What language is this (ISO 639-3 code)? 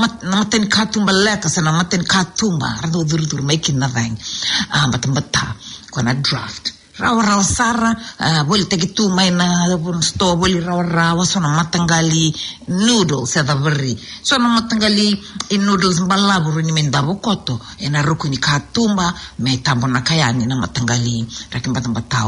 fij